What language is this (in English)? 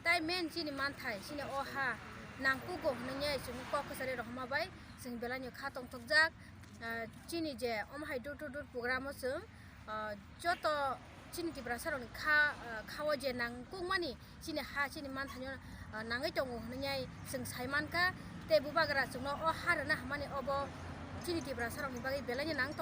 Kok Borok